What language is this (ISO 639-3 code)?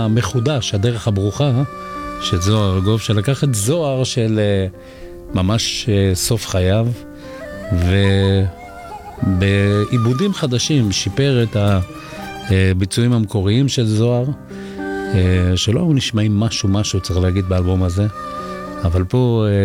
heb